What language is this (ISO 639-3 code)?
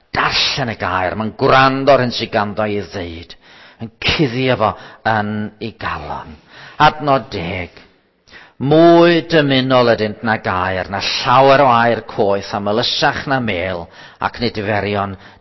cym